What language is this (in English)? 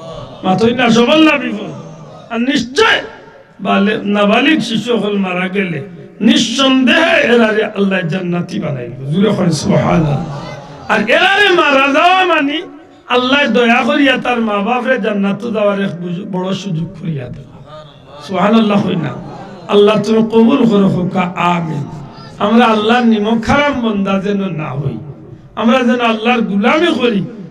Sylheti